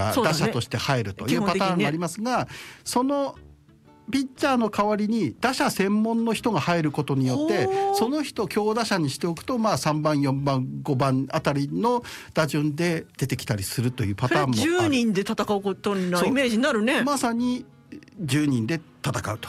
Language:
Japanese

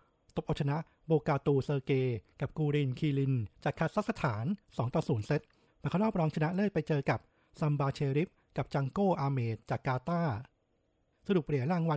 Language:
Thai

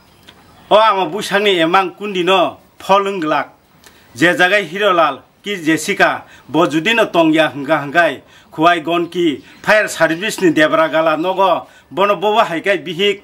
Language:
Kok Borok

